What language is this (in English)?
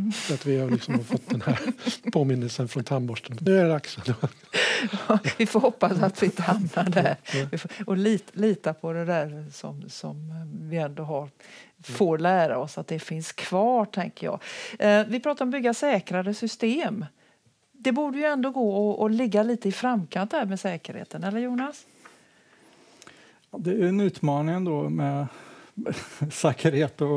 Swedish